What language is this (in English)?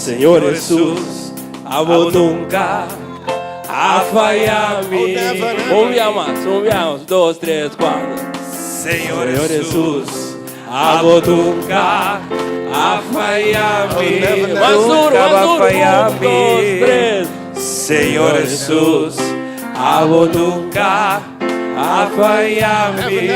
Papiamento